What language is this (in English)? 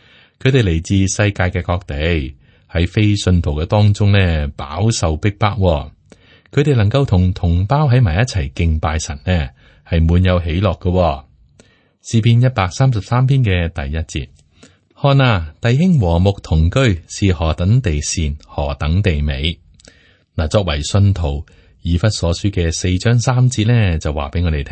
Cantonese